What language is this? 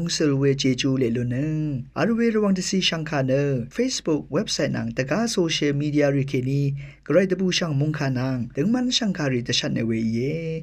Rawang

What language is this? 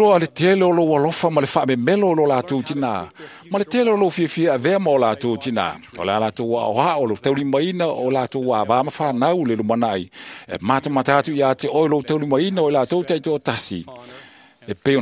Samoan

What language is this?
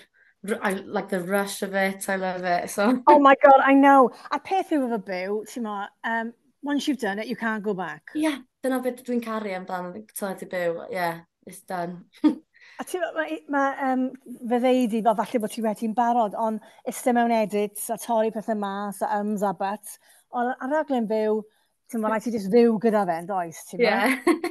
Welsh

